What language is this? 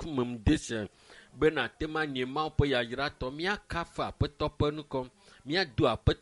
Ewe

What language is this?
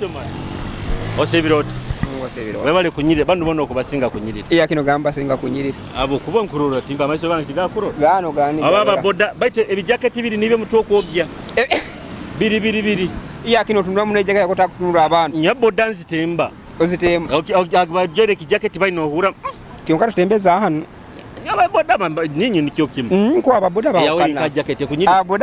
Nyoro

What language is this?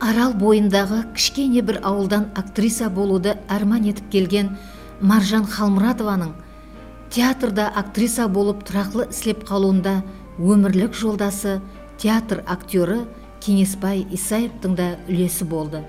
Kara-Kalpak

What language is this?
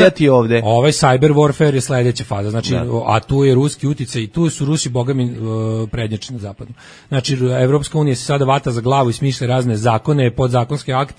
Serbian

